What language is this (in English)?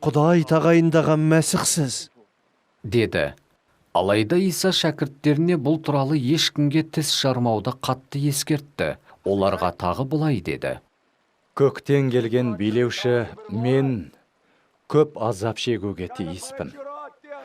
Kazakh